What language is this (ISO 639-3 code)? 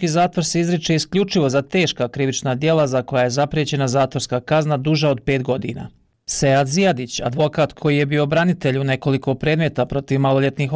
bos